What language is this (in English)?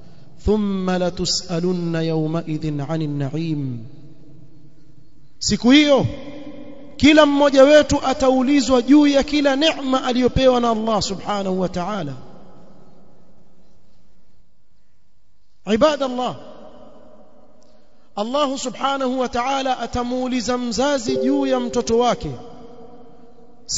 Swahili